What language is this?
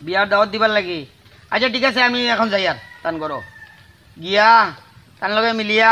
Sylheti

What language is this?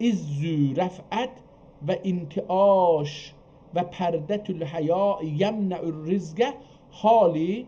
South Azerbaijani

